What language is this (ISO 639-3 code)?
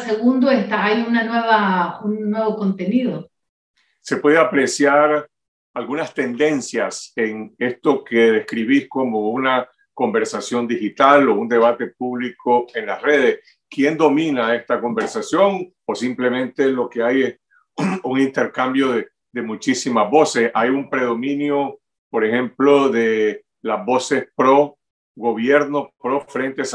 spa